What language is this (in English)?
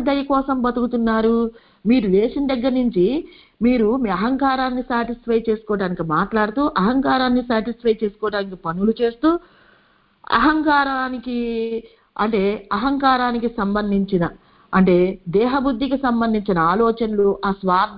Telugu